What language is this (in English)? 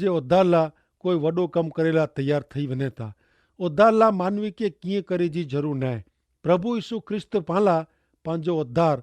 Kachhi